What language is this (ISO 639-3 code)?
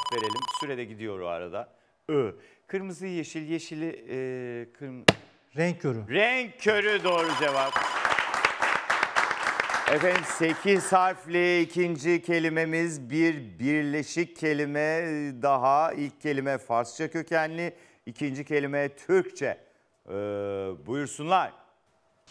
tur